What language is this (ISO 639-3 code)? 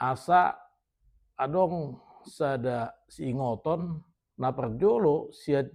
bbc